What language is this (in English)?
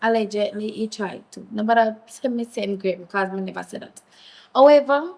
Jamaican Creole English